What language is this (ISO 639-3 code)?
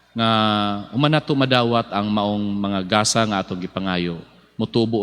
ceb